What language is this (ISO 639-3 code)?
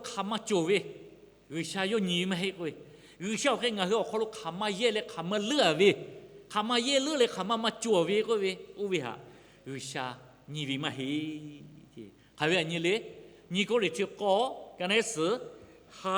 lhu